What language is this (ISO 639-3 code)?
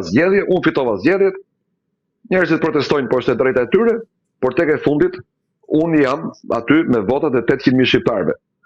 sqi